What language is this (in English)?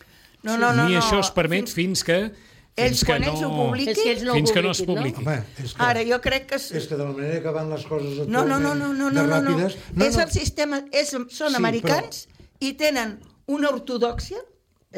Catalan